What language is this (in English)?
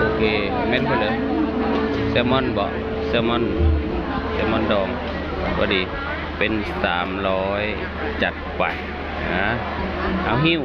Northeastern Thai